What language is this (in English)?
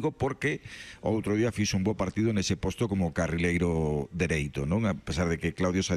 Galician